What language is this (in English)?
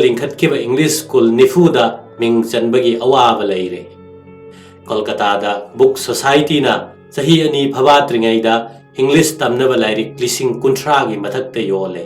Manipuri